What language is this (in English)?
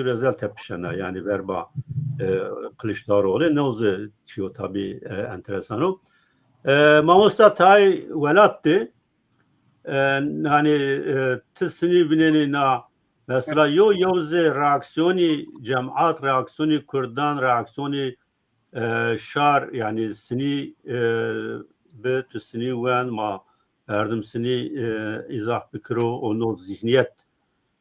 Zaza